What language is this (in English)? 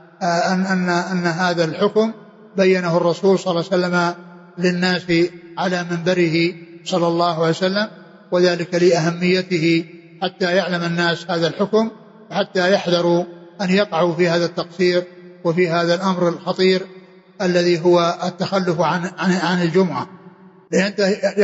Arabic